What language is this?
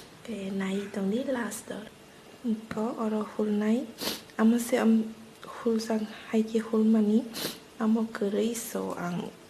Kok Borok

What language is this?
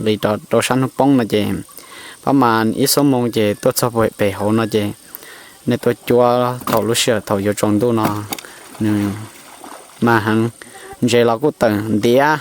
Hmong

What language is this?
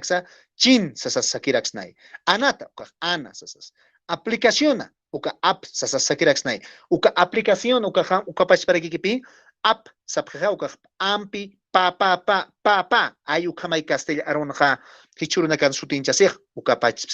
Aymara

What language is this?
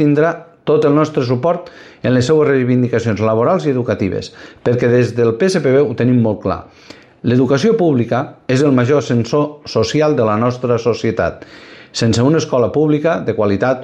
Catalan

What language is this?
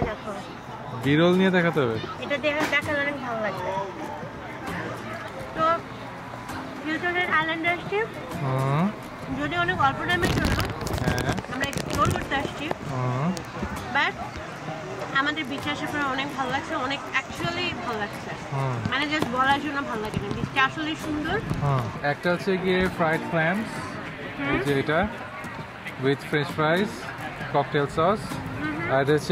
Bangla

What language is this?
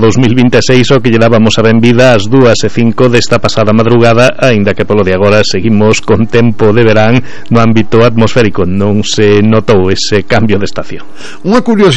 Galician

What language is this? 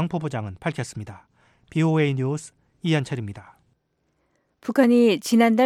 Korean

